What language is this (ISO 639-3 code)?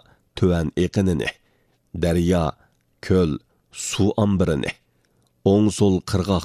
uig